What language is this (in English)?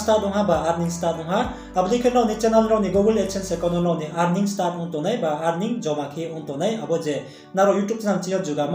Riang (India)